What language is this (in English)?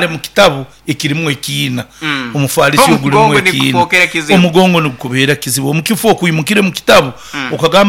Nyoro